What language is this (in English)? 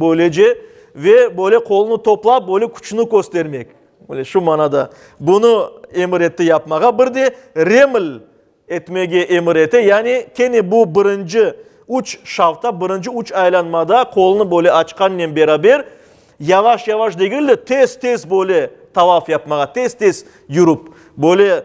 Crimean Tatar